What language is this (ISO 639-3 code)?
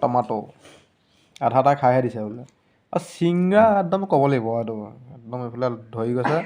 asm